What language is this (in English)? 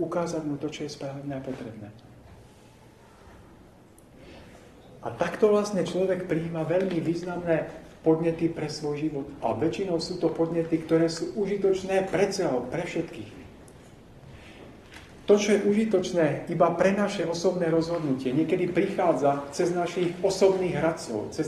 Slovak